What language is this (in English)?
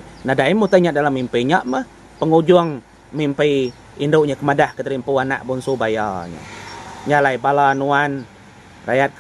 Iban